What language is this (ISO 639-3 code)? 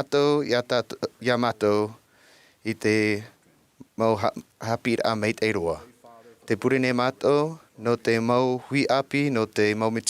tah